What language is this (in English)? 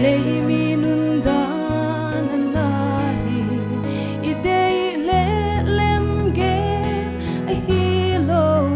Paite Chin